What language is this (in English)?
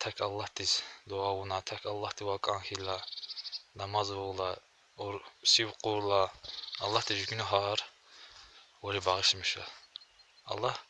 Lezghian